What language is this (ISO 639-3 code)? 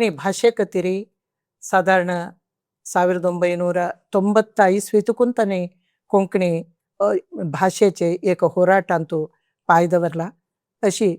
kok